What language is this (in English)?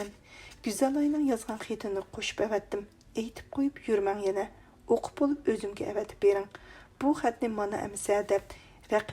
Uyghur